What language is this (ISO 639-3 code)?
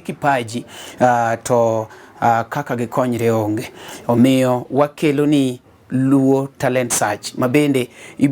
luo